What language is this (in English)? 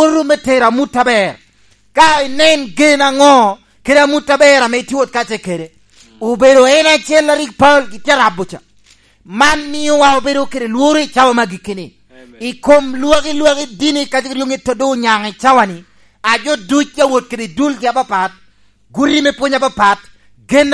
Lango (Uganda)